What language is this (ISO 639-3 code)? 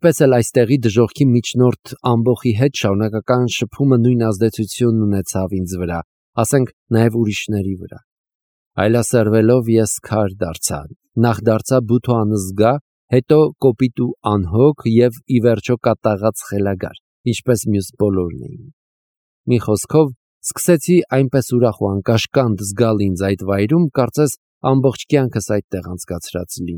hye